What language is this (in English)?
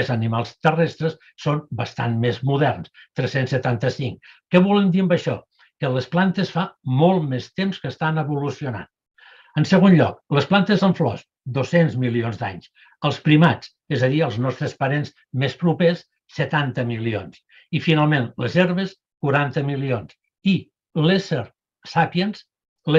Catalan